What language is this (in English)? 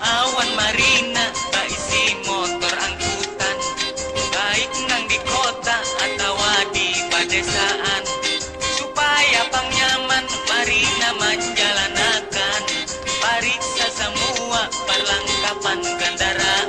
Banjar